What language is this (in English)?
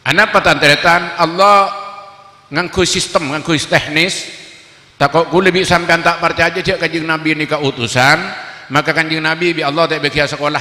Madurese